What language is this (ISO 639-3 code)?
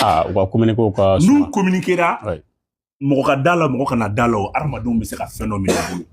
bam